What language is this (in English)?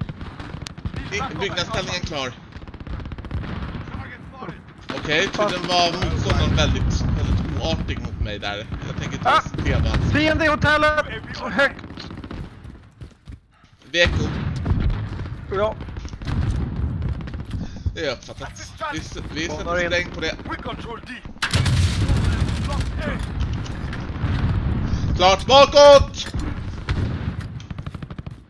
Swedish